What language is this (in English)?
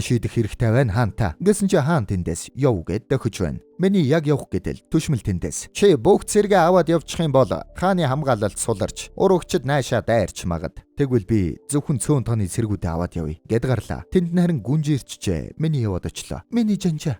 Mongolian